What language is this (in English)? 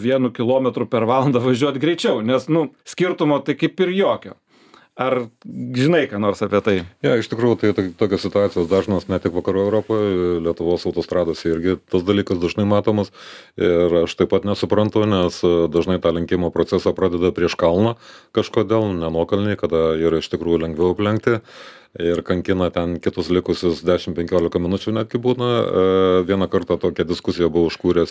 Lithuanian